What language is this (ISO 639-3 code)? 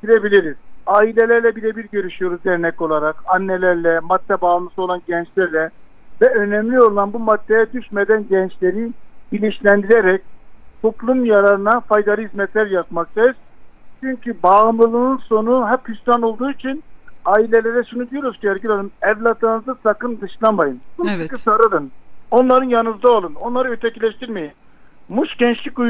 tur